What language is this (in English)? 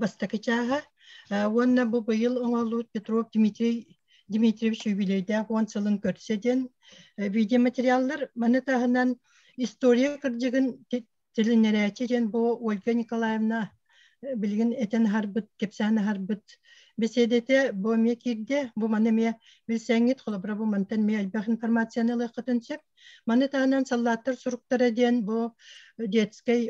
Yakut